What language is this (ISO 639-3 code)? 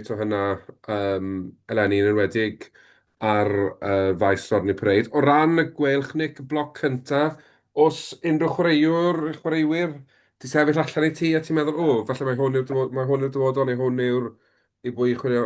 cym